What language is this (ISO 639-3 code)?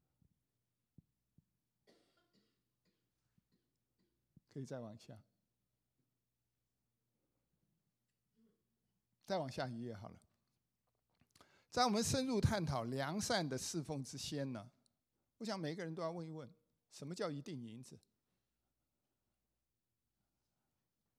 zho